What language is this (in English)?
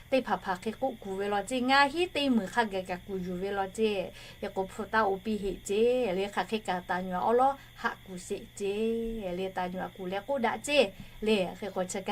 Lahu